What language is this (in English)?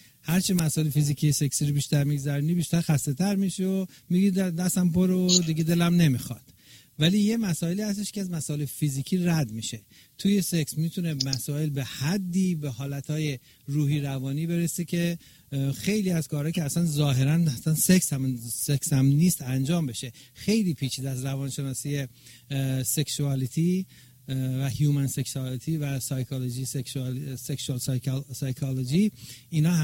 Persian